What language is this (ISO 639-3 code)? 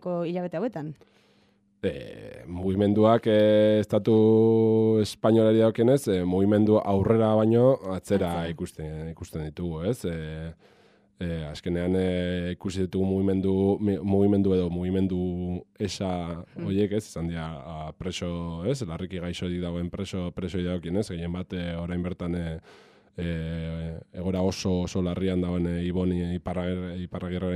eus